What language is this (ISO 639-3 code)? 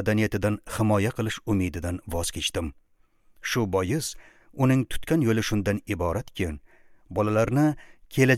uzb